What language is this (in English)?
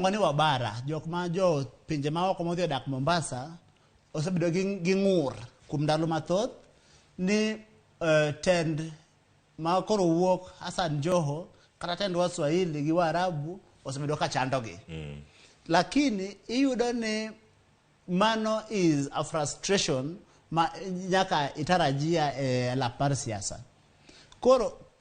Luo (Kenya and Tanzania)